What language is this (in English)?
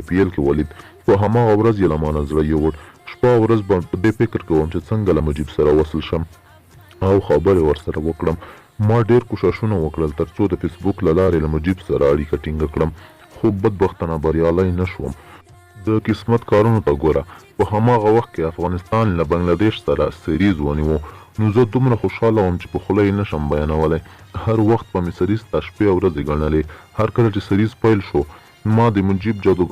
Pashto